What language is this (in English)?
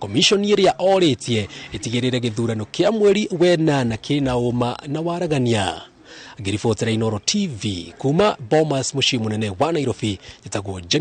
Kikuyu